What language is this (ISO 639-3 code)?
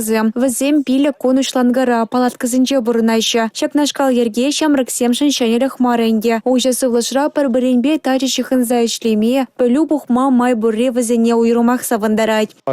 chv